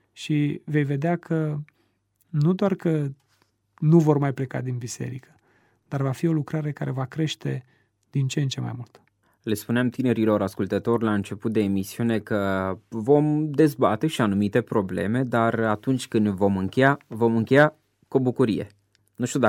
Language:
Romanian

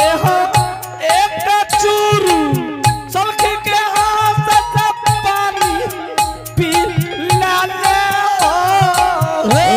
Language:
Angika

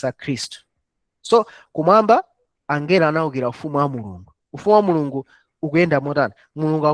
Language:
Nyanja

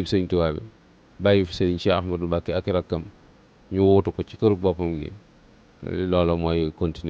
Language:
Wolof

